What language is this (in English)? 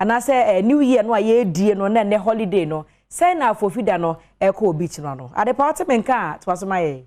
Akan